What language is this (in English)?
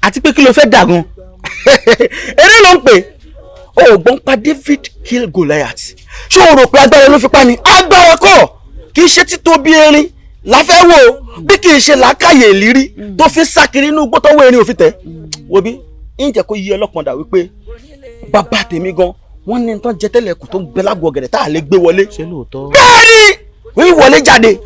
Yoruba